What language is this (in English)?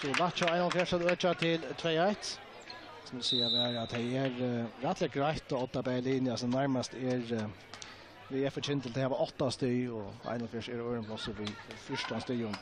Faroese